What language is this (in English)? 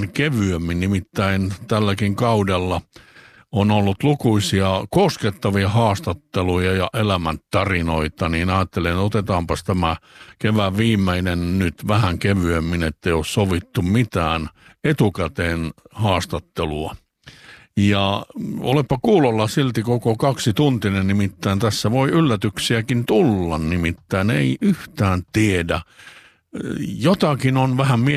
Finnish